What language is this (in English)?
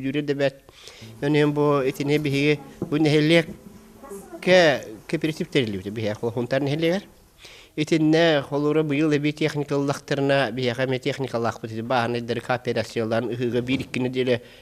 Yakut